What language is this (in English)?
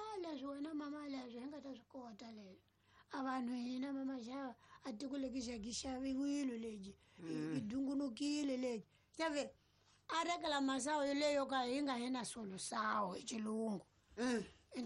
Tsonga